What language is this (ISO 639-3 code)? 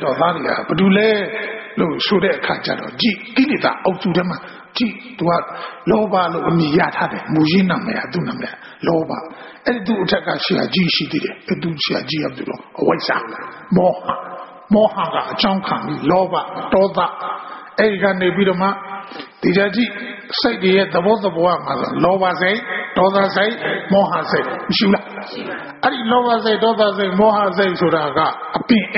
mya